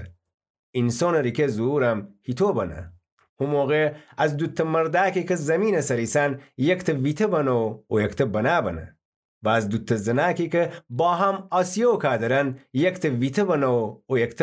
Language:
Gilaki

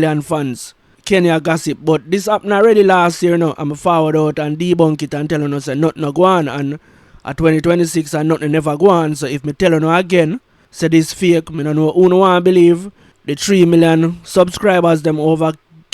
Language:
Jamaican Creole English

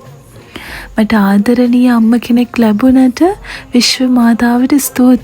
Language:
Sinhala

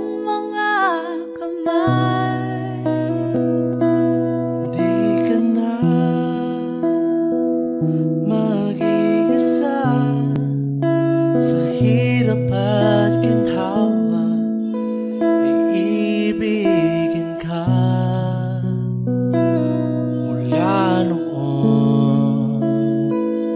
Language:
Filipino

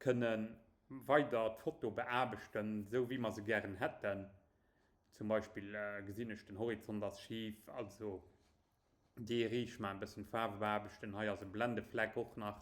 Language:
Luxembourgish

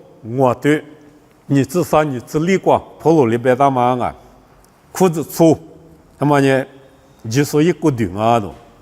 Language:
Lisu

